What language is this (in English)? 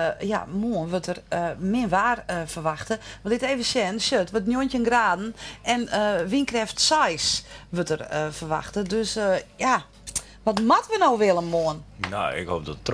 Western Frisian